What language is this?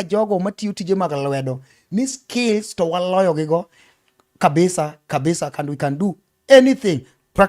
Luo (Kenya and Tanzania)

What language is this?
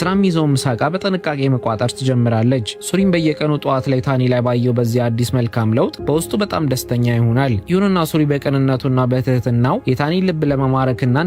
Amharic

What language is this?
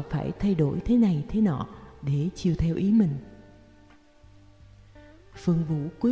Vietnamese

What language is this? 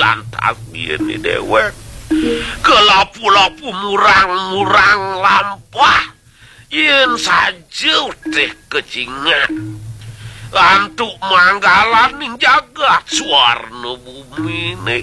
Balinese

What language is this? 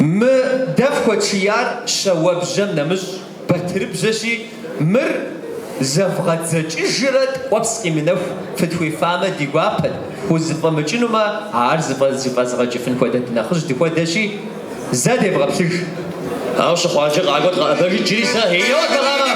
Kabardian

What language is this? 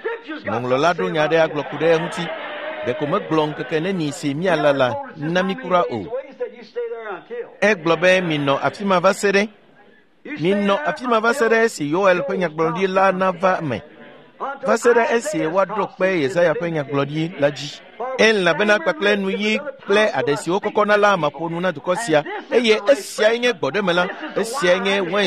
Ewe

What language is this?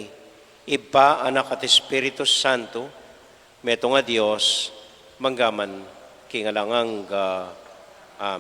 Pampanga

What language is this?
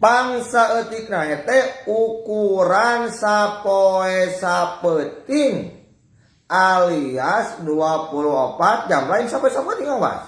Sundanese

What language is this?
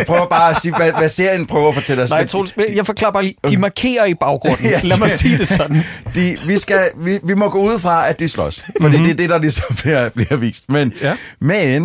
Danish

